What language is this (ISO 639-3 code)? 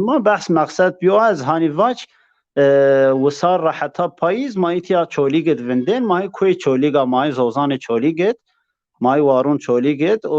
zza